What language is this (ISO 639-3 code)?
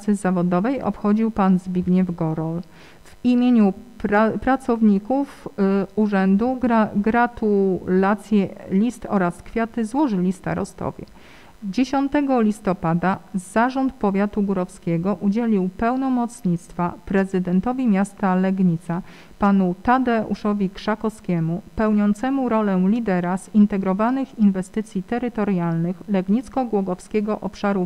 pol